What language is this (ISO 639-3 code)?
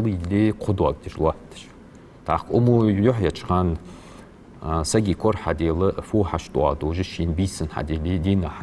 inh